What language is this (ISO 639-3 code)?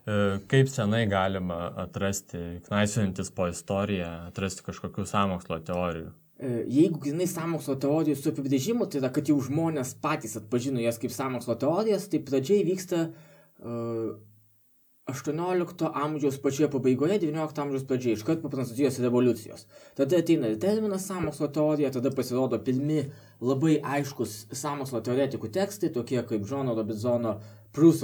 lit